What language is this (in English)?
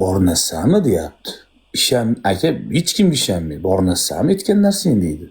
Uzbek